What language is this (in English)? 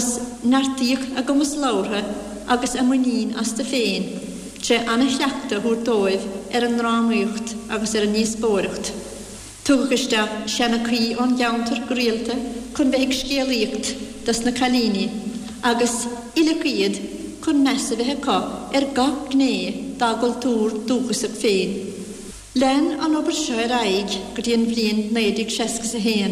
Irish